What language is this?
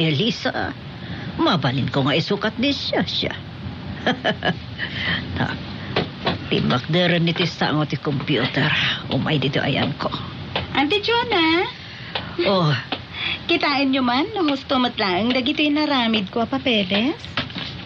Iloko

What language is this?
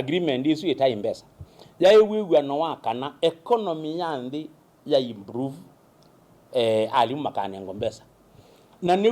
Kamba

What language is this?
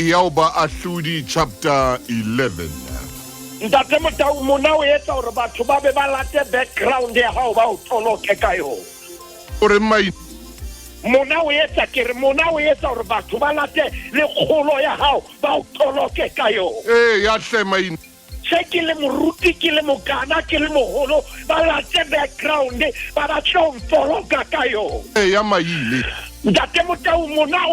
Southern Sotho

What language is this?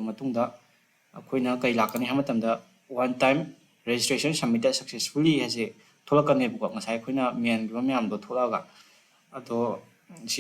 Manipuri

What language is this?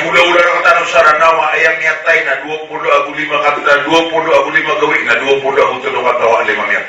Maranao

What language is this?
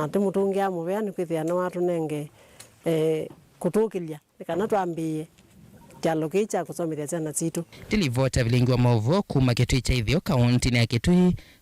Kamba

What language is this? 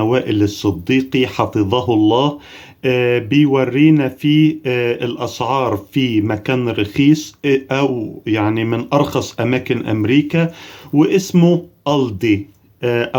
Egyptian Arabic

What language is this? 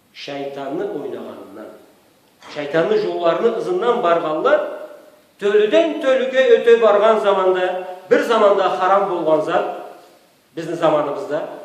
Karachay-Balkar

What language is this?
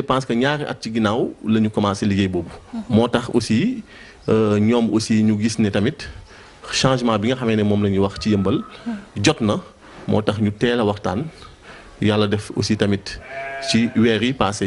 Wolof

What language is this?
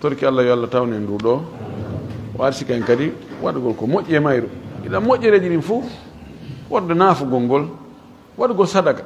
Fula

